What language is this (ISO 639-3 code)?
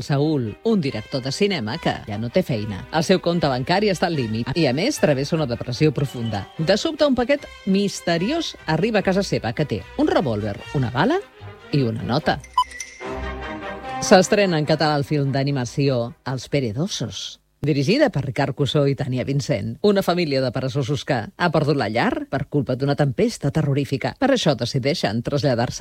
cat